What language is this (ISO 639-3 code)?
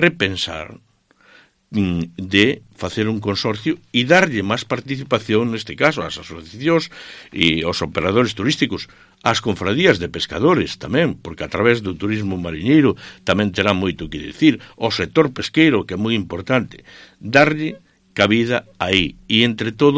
glg